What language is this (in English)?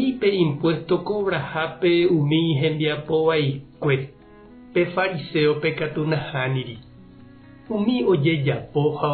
Guarani